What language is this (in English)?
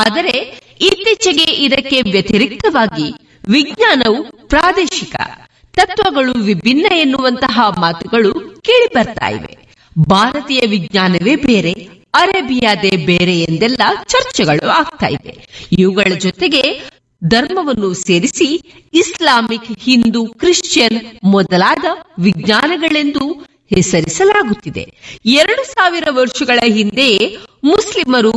Kannada